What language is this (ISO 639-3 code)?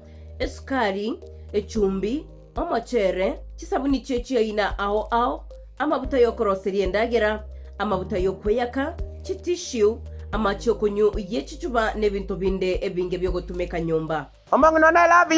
guz